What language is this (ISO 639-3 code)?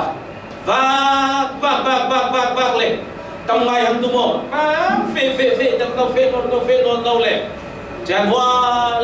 cfm